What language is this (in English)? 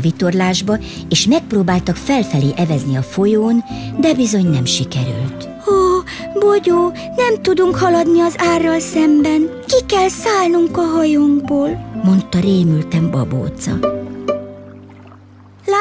Hungarian